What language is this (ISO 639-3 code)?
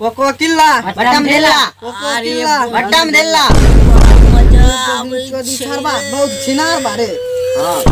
mai